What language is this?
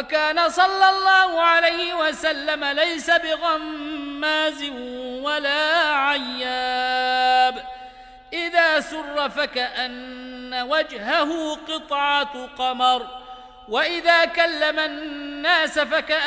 Arabic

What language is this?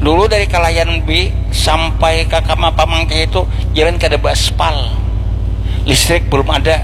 Banjar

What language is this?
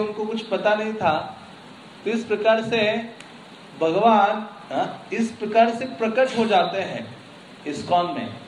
Hindi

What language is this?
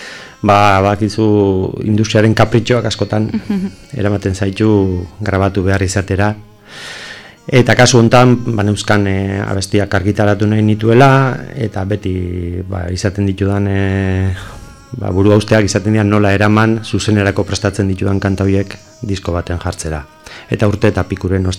Basque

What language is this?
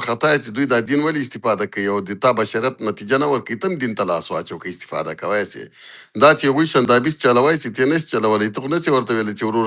Pashto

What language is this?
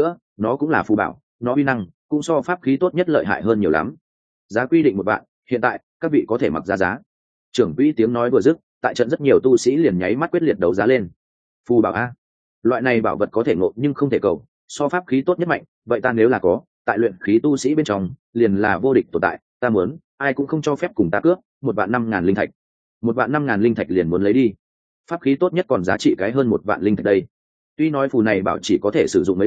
Vietnamese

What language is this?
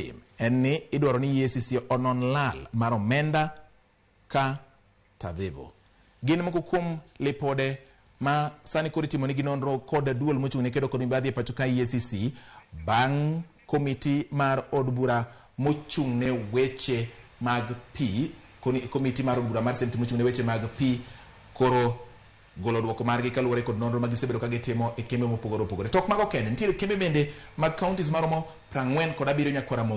Luo (Kenya and Tanzania)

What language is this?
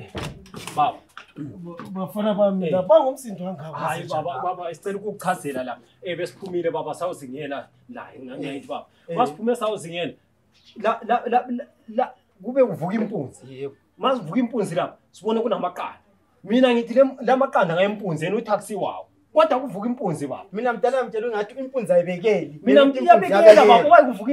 North Ndebele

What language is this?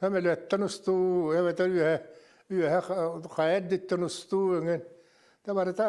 Yakut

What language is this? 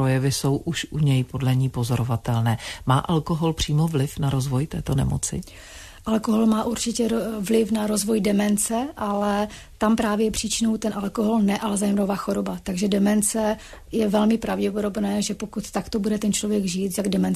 Czech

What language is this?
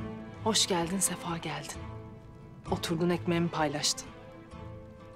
Turkish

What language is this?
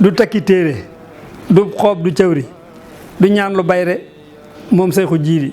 Wolof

